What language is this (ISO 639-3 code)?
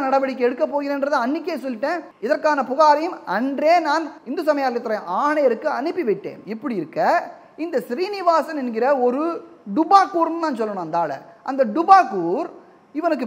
tam